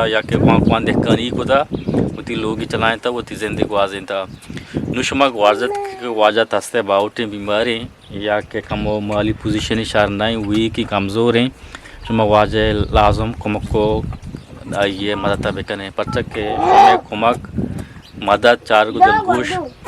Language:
Eastern Balochi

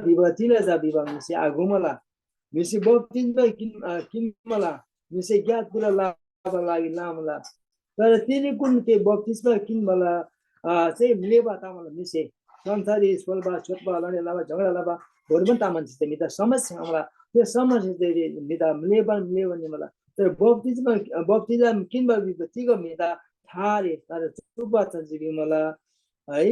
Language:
Eastern Tamang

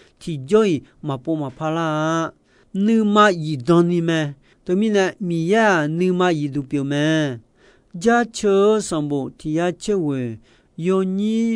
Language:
Akha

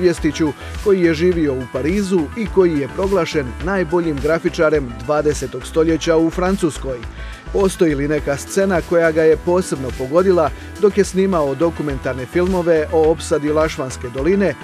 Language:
Croatian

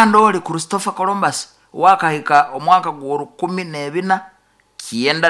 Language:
Nyoro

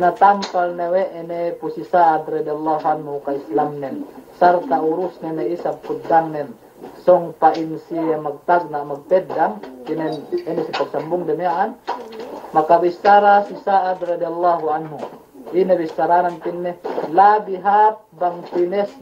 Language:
Yakan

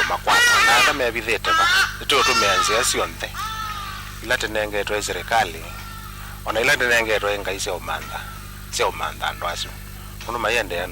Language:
Kamba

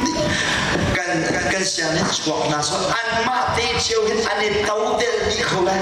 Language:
Hakha Chin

